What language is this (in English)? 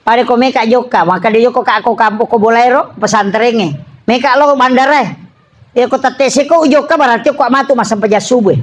Buginese